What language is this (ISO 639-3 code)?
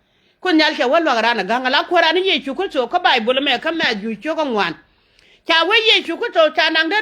nus